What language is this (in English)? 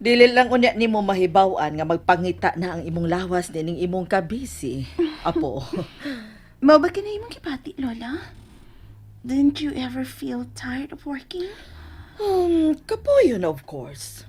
Cebuano